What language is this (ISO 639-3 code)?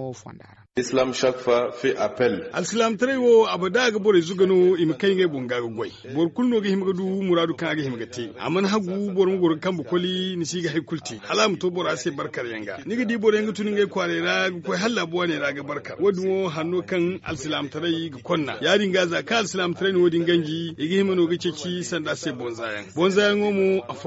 dje